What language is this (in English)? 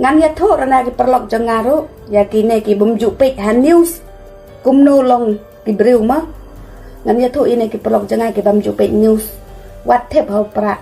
Khasi